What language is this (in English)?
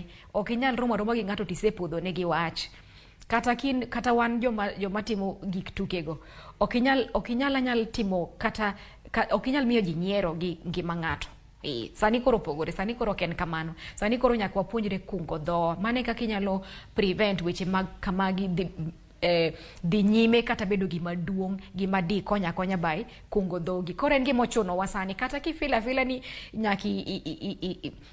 Luo (Kenya and Tanzania)